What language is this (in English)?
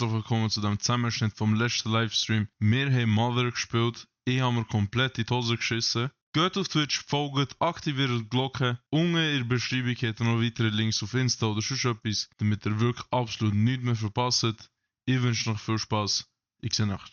Swiss German